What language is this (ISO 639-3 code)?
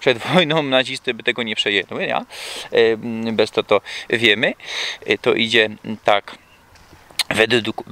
szl